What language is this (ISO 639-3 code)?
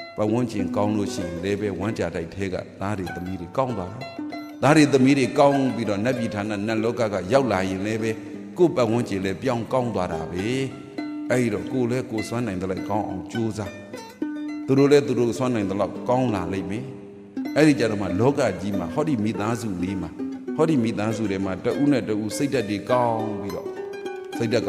mya